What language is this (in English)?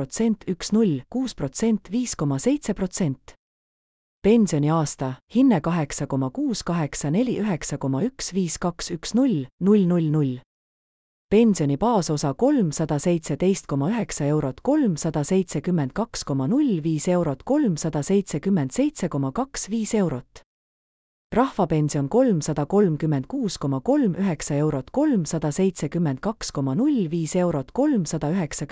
Estonian